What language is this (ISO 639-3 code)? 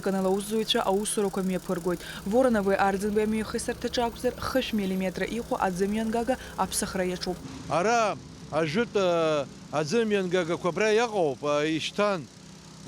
abk